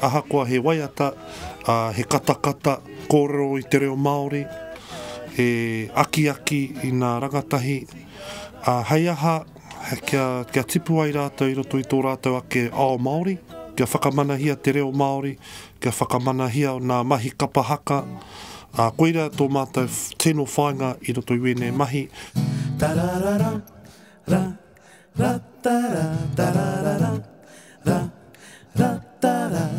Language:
Māori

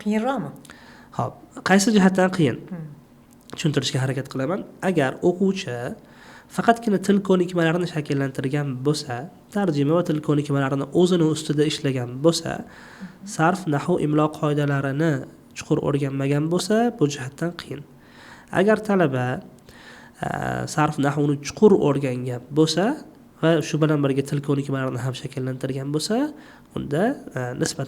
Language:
Uzbek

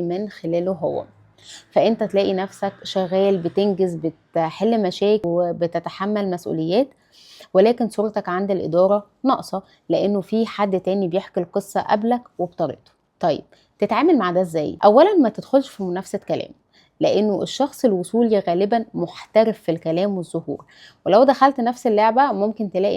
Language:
Egyptian Arabic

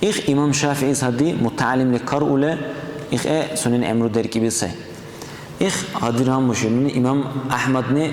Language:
Dargwa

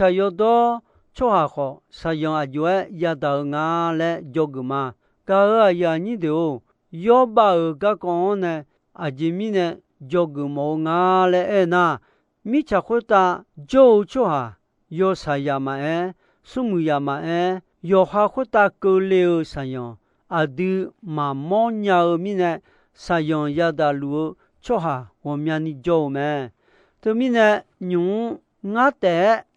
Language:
Akha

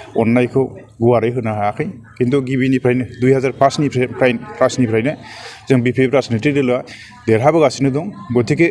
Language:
Bodo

